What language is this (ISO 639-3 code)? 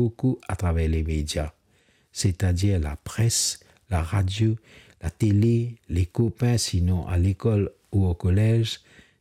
mfe